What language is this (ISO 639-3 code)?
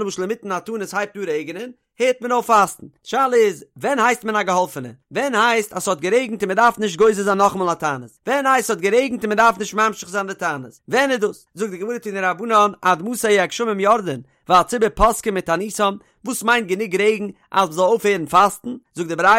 yid